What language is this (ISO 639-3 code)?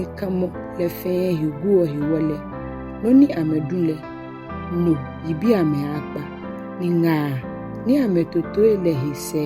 gaa